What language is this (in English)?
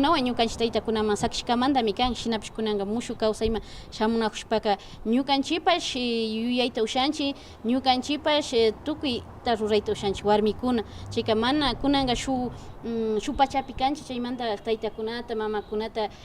Imbabura Highland Quichua